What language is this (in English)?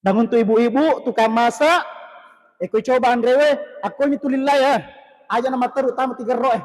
Buginese